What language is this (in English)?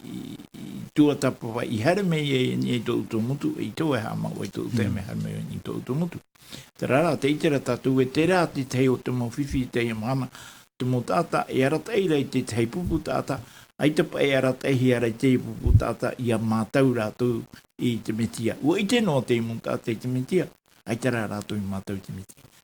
Tahitian